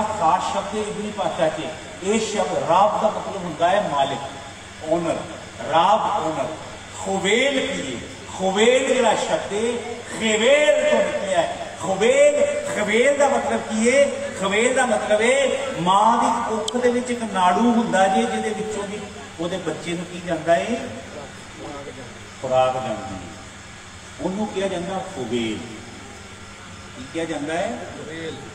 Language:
Punjabi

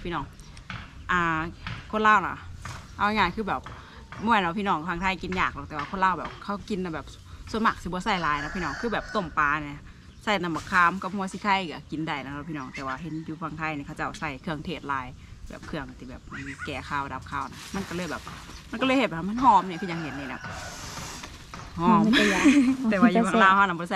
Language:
Thai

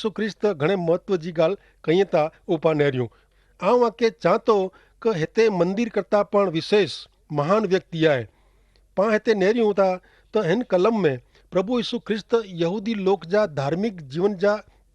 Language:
Kachhi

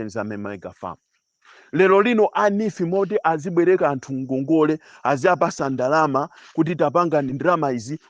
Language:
Nyanja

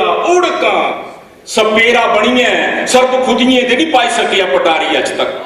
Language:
Dogri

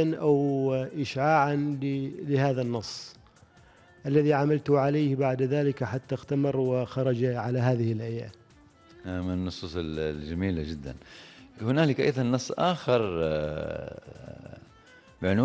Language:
Arabic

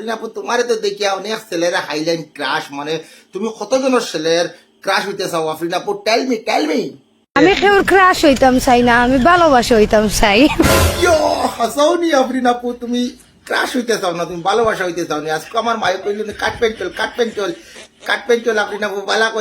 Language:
Sylheti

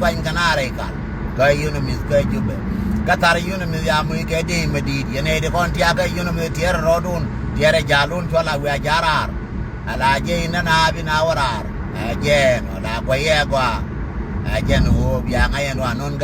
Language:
Nuer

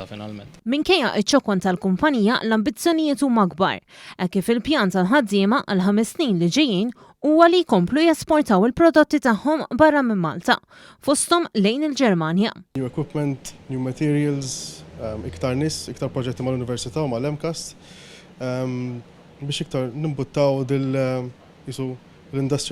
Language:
Maltese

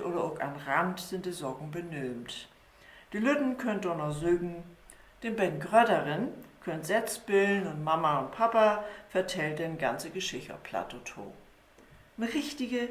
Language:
Low German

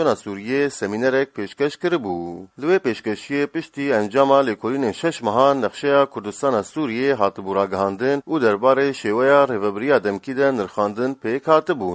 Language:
Kurdish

